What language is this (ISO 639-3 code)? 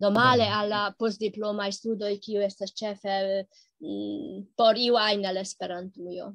epo